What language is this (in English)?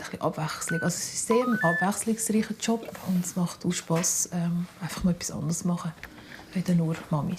Swiss German